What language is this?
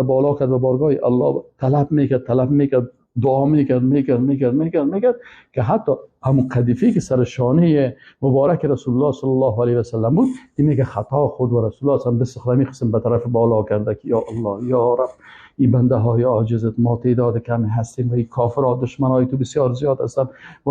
Persian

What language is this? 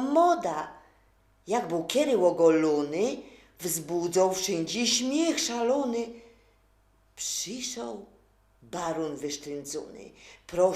Silesian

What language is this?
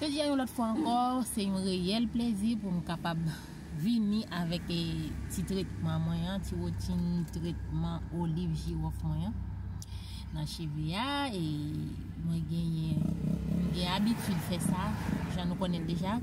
Haitian Creole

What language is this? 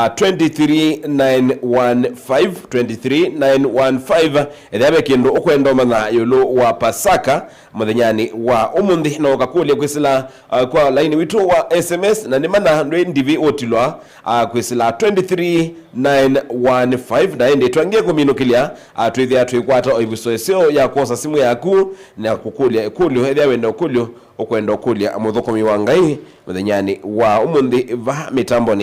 Kamba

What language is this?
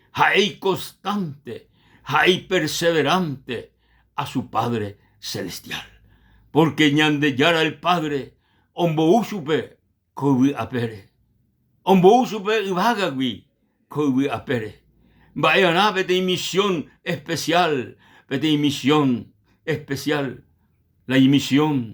Guarani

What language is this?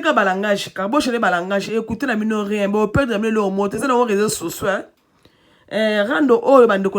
Lingala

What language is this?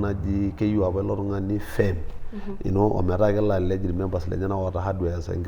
Masai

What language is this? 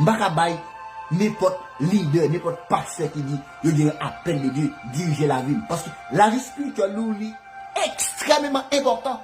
Haitian Creole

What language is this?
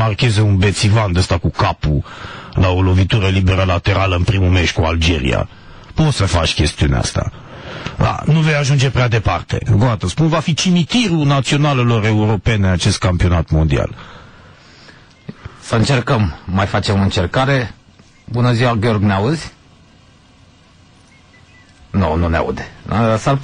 Romanian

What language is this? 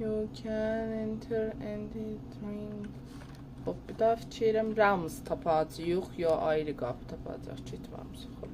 South Azerbaijani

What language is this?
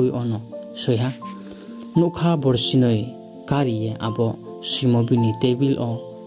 Riang (India)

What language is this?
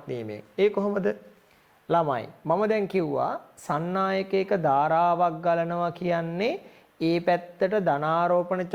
Sinhala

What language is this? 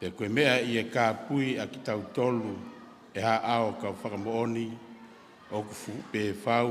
Tongan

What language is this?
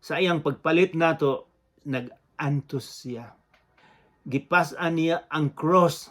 Cebuano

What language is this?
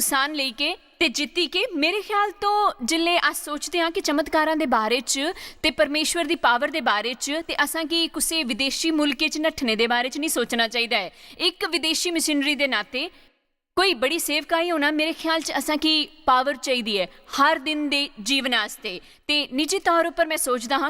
Dogri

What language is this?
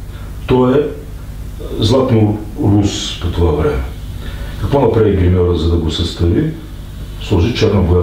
Bulgarian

